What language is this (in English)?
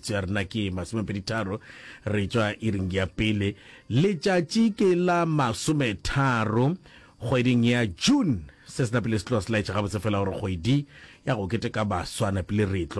Northern Sotho